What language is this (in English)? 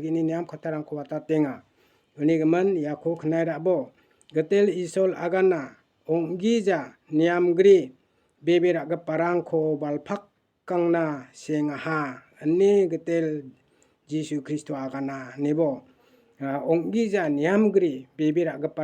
Garo